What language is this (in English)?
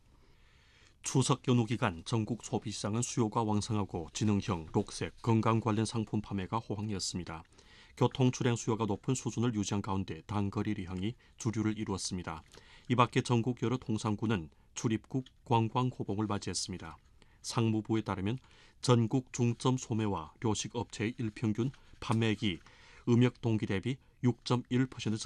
Korean